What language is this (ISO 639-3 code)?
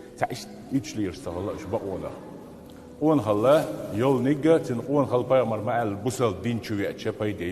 che